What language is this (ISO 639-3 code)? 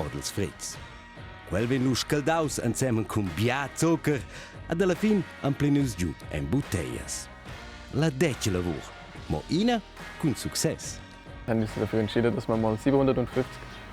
roh